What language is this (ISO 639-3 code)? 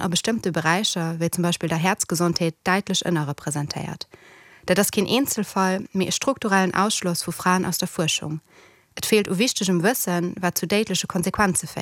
ltz